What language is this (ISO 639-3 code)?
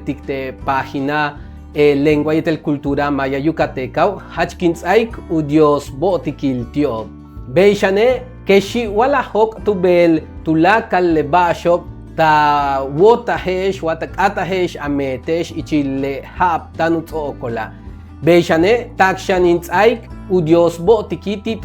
yua